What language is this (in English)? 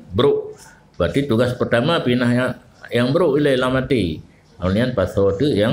Achinese